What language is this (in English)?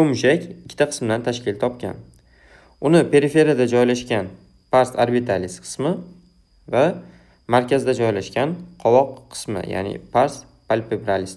Uzbek